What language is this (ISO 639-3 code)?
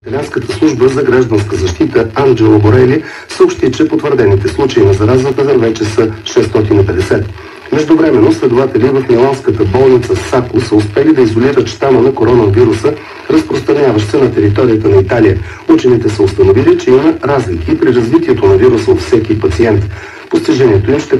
bul